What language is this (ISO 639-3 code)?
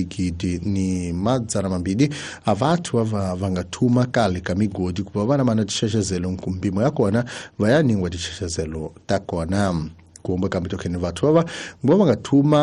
tso